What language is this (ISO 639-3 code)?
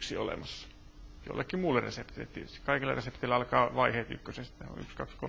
fin